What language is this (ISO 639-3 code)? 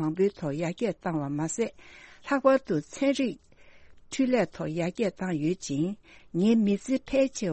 bod